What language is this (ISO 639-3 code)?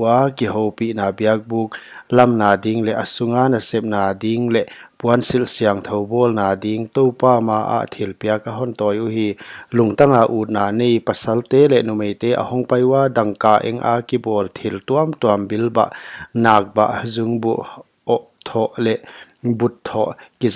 pck